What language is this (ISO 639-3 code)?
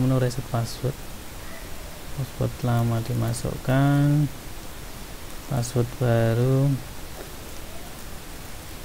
ind